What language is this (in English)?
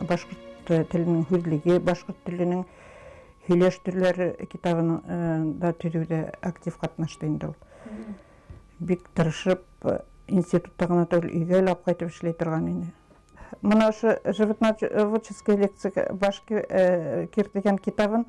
Bashkir